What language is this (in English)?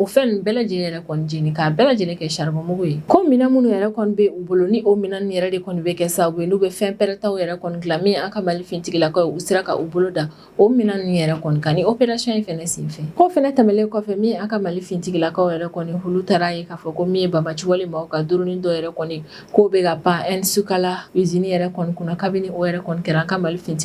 Bambara